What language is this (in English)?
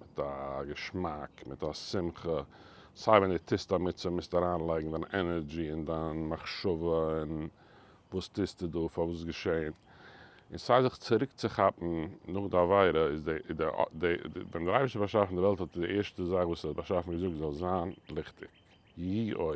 Yiddish